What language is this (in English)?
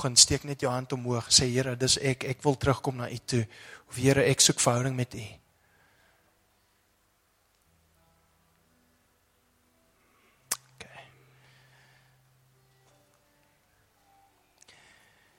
Afrikaans